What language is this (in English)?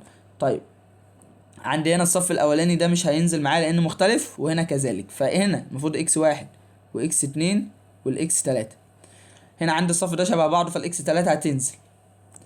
Egyptian Arabic